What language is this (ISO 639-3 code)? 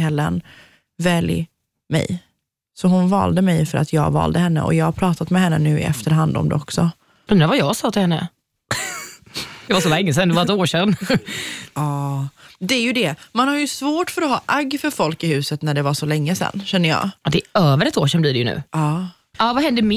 swe